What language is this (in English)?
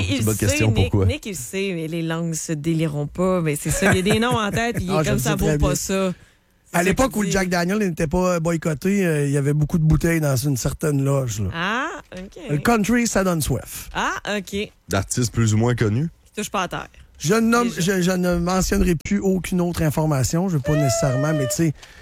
French